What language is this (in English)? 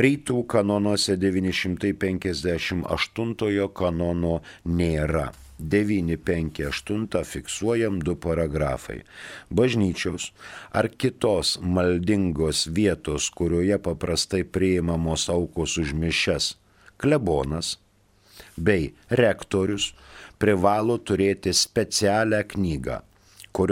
Lithuanian